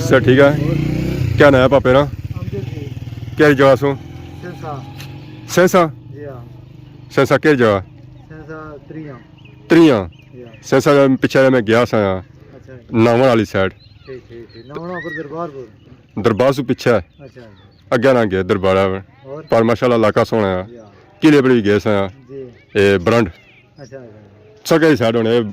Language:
Pahari-Potwari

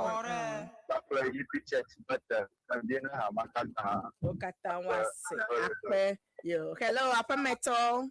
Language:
Ewe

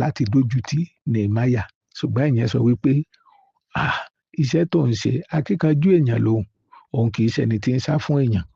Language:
Yoruba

